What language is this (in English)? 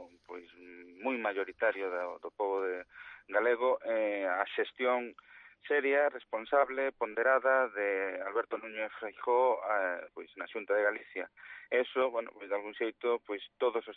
Galician